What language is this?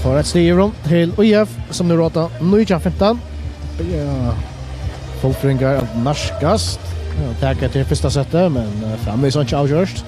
Faroese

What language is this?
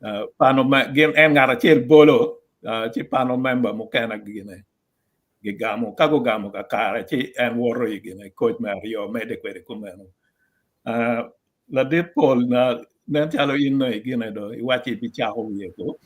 Acoli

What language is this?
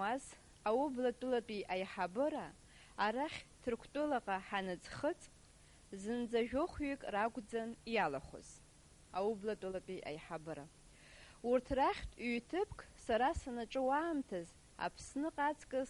Abkhazian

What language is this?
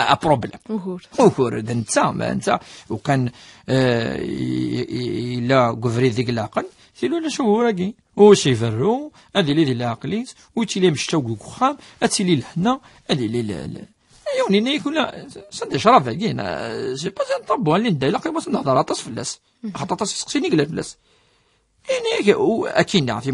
Kabyle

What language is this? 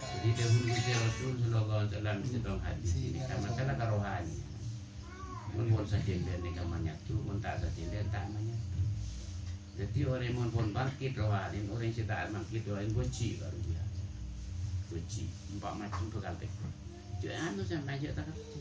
Madurese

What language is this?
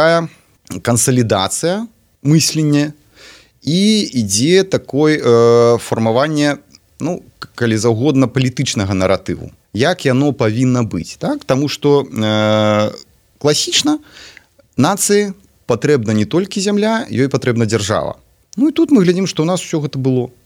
Belarusian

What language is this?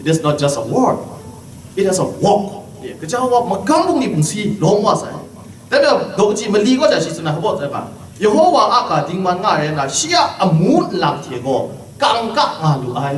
Kachin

